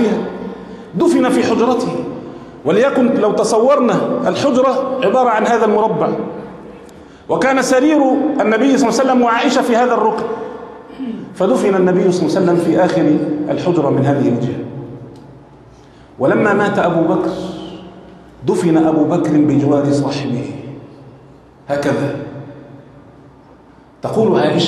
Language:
Arabic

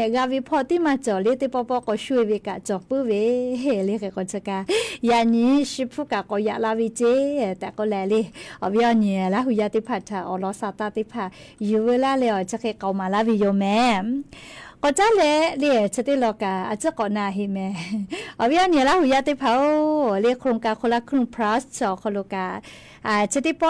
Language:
Lahu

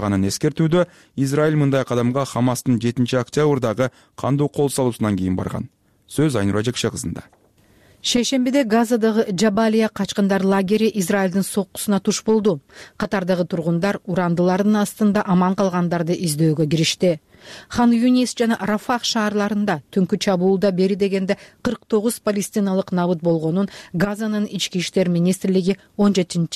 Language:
Kyrgyz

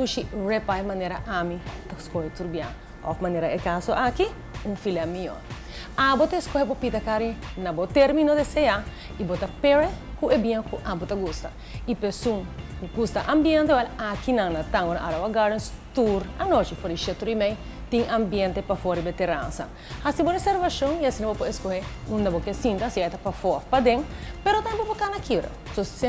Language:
Papiamento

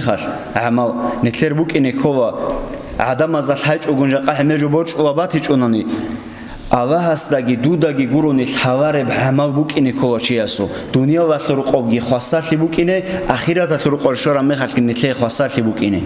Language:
Avaric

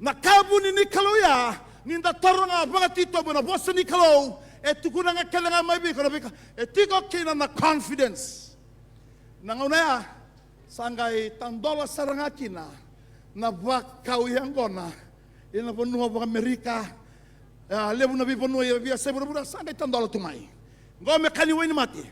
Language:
Fijian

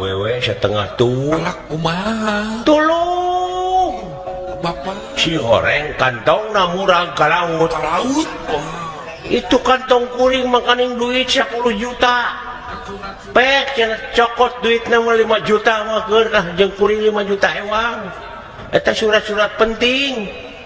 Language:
Sundanese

